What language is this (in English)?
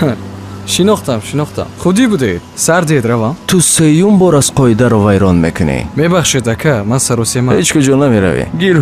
Tajik